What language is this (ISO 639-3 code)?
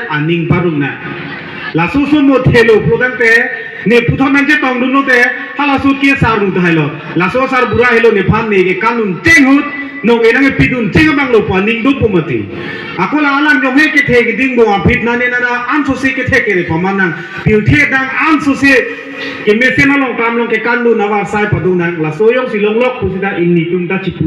mjw